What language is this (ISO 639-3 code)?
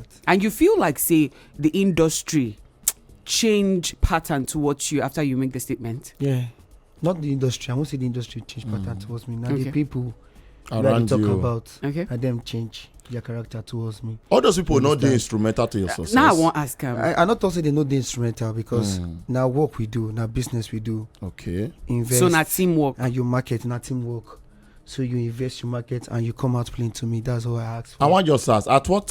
pcm